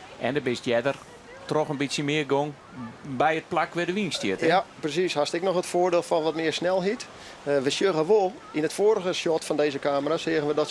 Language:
Western Frisian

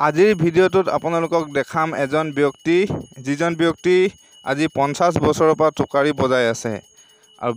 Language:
Assamese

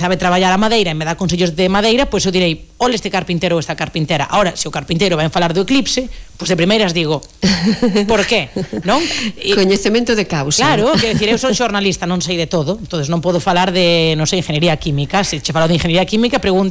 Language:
Galician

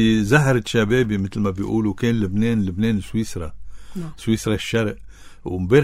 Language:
North Levantine Arabic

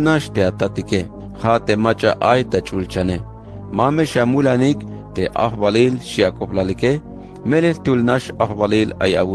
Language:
Tzeltal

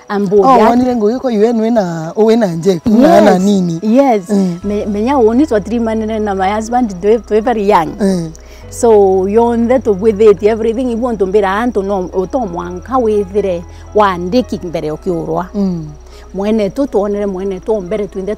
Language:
Meru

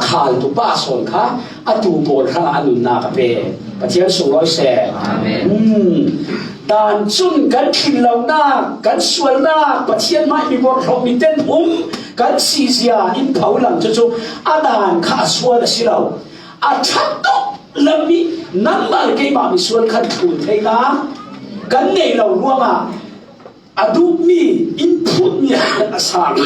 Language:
Falam Chin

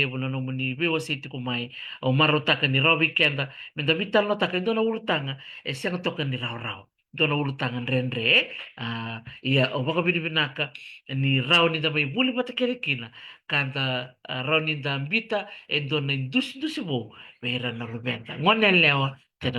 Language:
Fijian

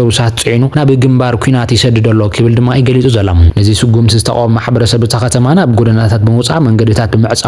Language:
Tigrinya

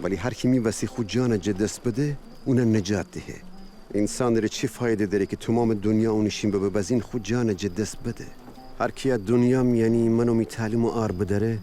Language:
Gilaki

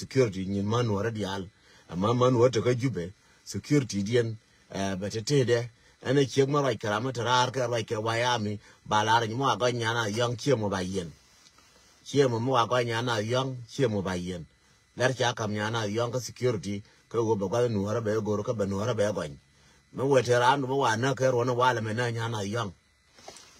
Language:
Nuer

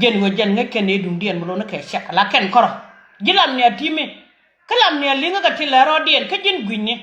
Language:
Nuer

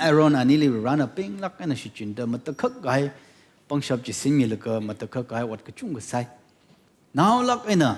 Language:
Tangkhul Naga (India)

